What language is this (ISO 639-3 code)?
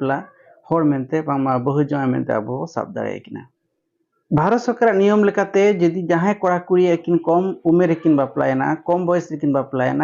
sat